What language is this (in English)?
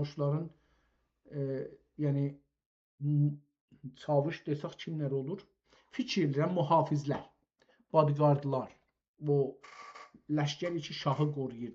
South Azerbaijani